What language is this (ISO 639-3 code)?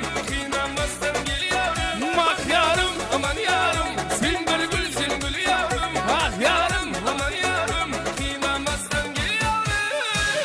kaa